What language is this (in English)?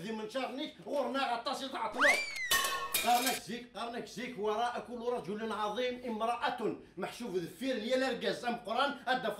Kabyle